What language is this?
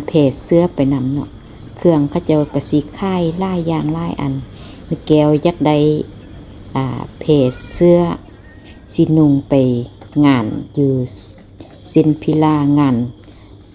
Lao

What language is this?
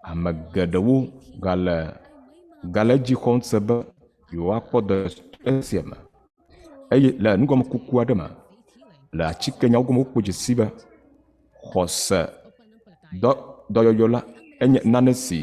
Ewe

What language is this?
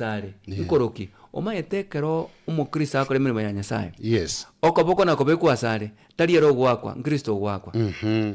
Gusii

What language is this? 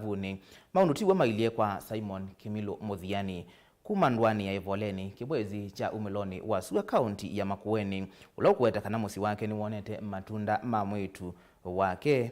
Kamba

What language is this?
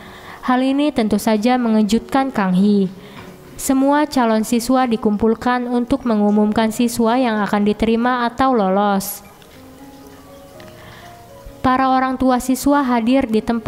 Indonesian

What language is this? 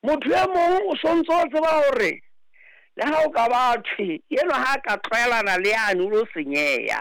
Southern Sotho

